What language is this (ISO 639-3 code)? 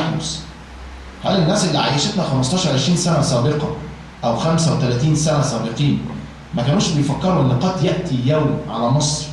arz